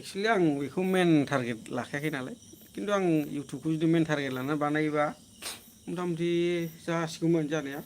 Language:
Bodo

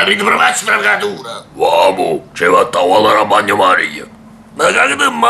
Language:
Neapolitan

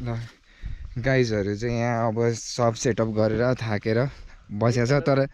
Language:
Nepali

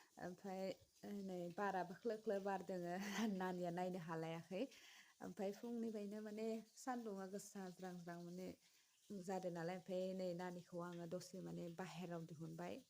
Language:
Bodo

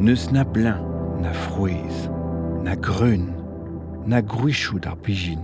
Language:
Breton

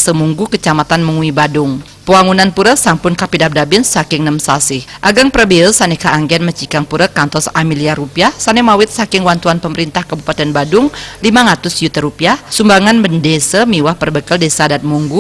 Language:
Balinese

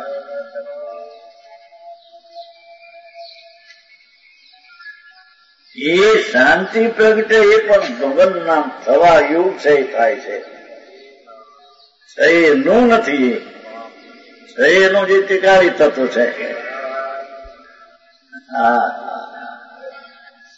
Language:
Gujarati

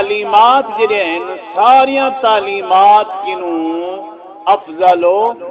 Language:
Saraiki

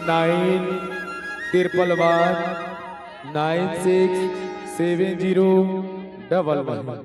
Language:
Chhattisgarhi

